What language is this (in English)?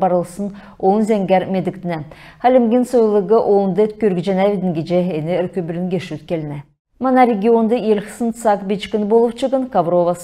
Kalmyk